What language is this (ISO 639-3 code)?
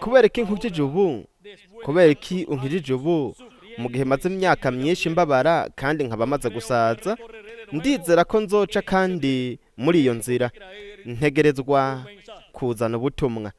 run